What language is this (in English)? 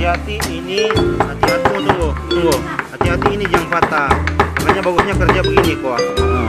Manado Malay